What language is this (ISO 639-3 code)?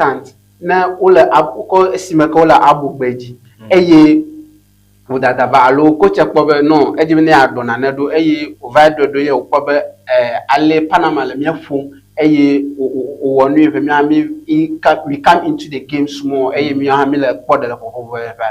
ewe